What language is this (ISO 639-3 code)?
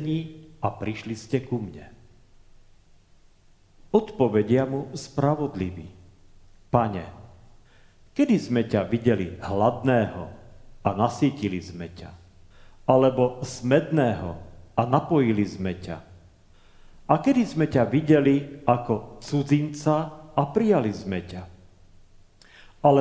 slk